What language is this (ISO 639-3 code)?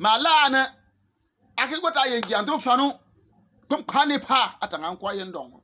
bim